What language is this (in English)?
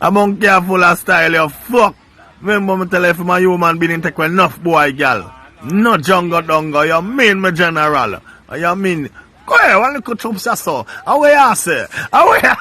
Jamaican Creole English